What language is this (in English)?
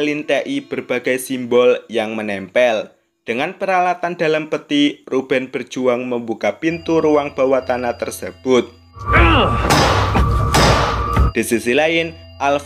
Indonesian